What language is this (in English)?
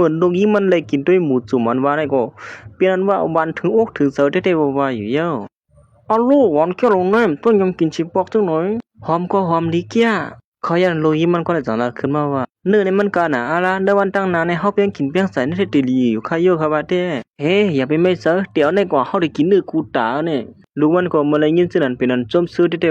Shan